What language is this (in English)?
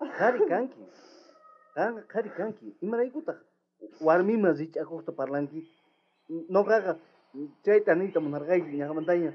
South Bolivian Quechua